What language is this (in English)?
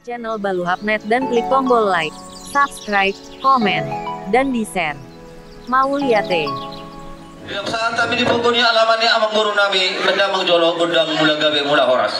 Batak Toba